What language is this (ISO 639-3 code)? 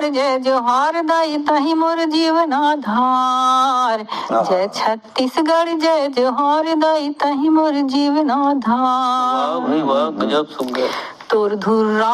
hne